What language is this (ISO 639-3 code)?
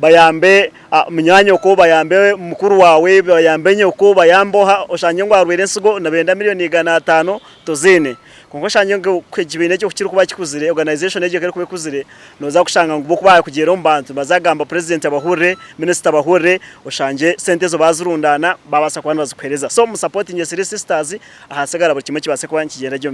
nyn